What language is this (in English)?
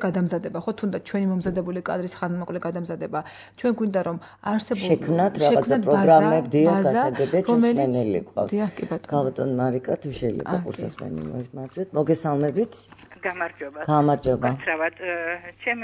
Georgian